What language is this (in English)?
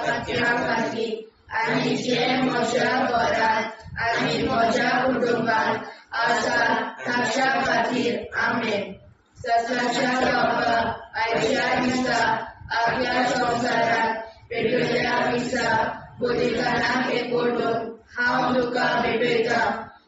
Konkani